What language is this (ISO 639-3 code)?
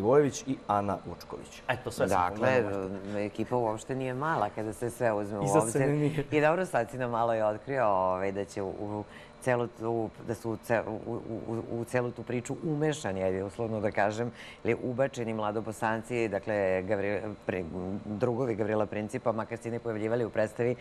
srp